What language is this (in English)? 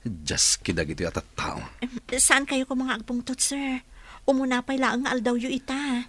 Iloko